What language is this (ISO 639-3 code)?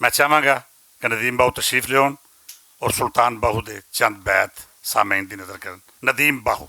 lah